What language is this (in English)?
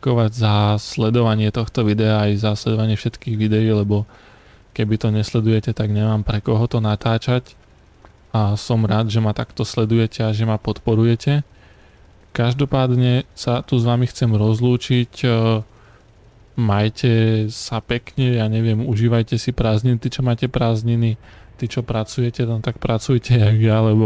Slovak